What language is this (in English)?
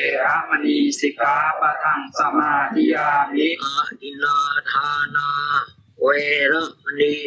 Pali